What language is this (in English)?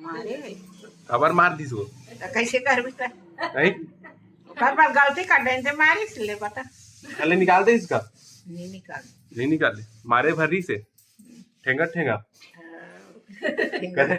Chhattisgarhi